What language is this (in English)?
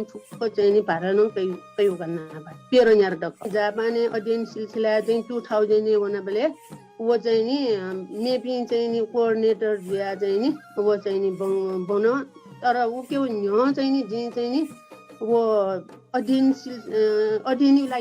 Newari